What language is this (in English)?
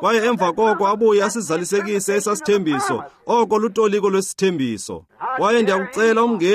Xhosa